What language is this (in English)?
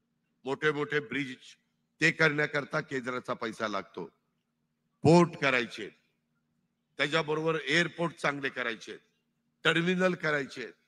Marathi